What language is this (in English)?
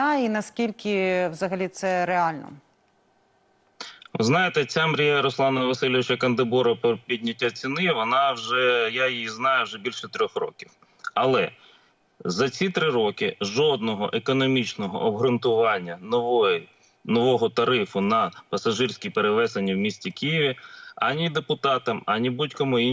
Ukrainian